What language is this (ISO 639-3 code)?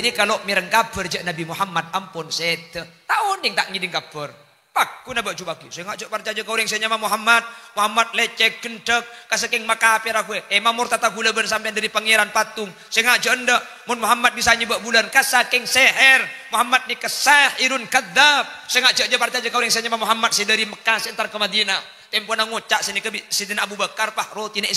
mad